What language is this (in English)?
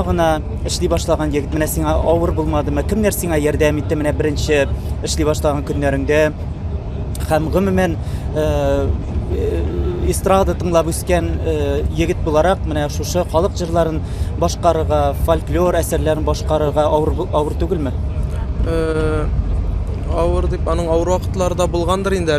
Tatar